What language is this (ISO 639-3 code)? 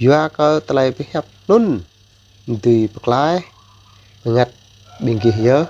jra